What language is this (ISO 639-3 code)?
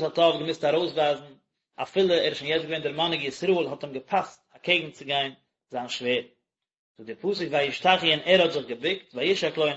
yid